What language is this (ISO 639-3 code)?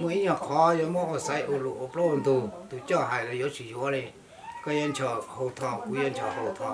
hmn